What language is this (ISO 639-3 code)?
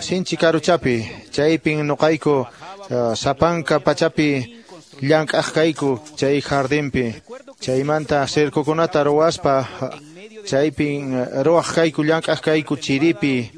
que